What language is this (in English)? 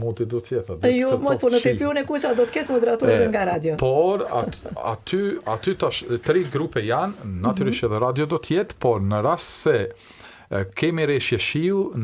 Albanian